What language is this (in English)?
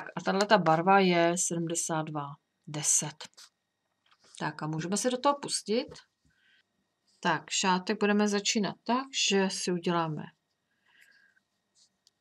Czech